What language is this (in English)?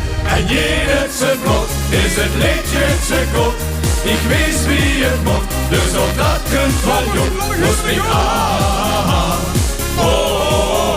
Limburgish